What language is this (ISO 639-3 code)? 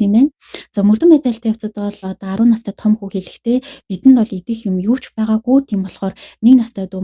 mon